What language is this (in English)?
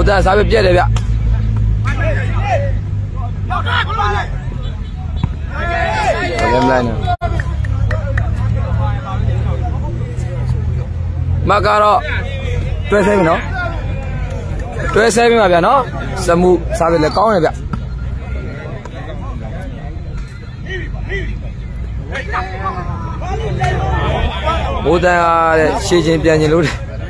Burmese